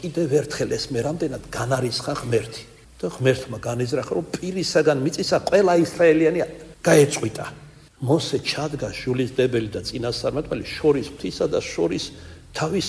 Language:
Georgian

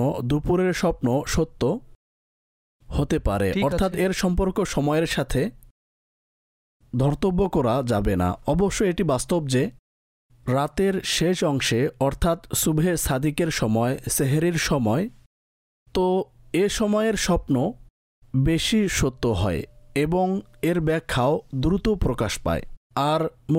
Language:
Bangla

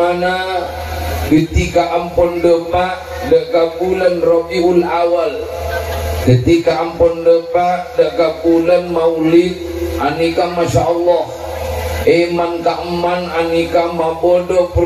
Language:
Madurese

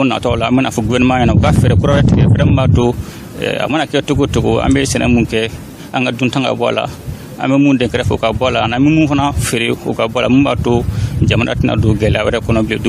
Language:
Bambara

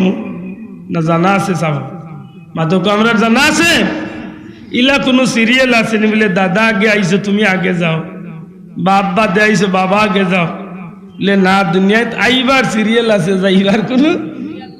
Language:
Sylheti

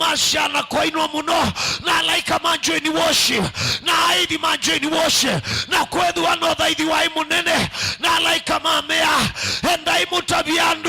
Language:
Kamba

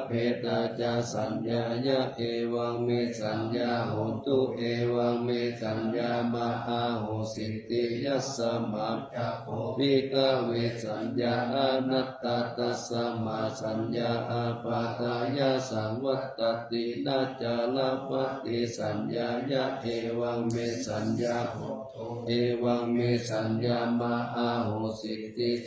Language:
Pali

